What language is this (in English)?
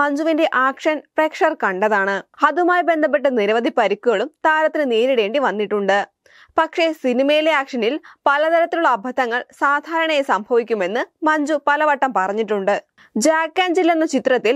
Malayalam